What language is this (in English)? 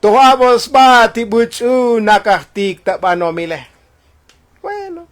Tzotzil